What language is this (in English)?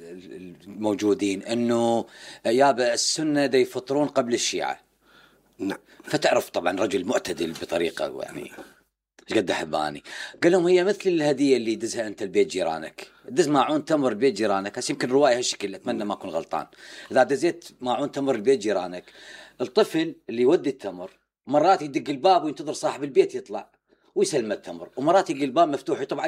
Mesopotamian Arabic